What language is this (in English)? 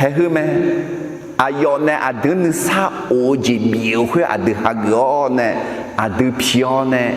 Akha